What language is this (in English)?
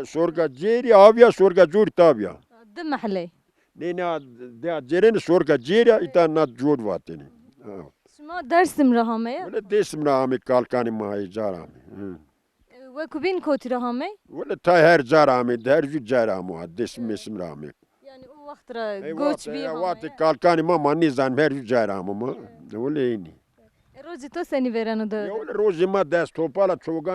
Zaza